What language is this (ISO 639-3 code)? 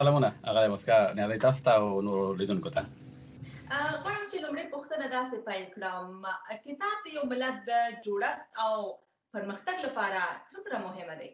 pus